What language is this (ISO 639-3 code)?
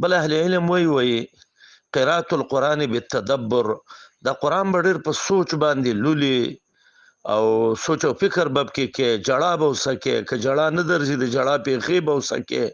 pus